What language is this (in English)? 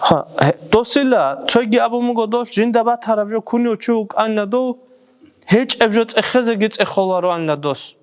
Avaric